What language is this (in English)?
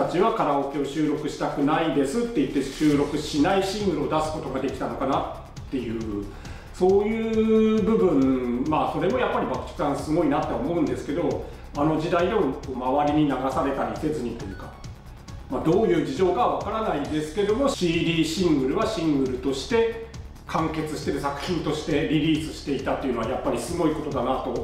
Japanese